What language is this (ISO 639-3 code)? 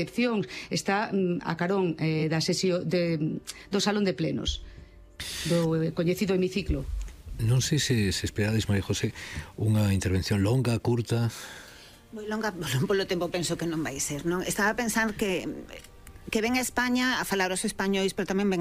glg